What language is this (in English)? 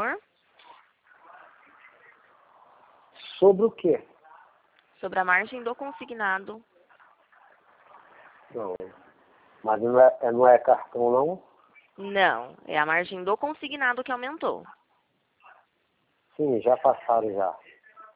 Portuguese